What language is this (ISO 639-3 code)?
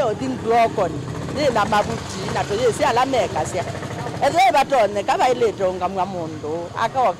kam